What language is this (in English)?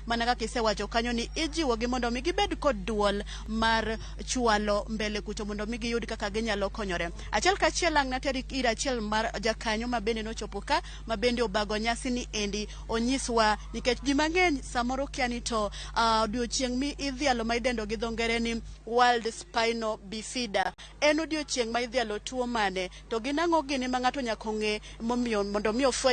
Luo (Kenya and Tanzania)